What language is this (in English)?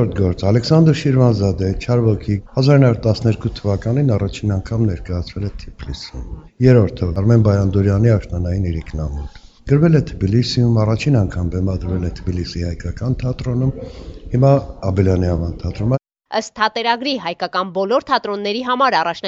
Armenian